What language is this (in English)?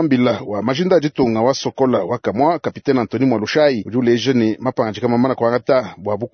Luba-Lulua